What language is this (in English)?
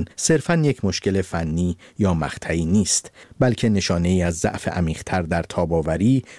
Persian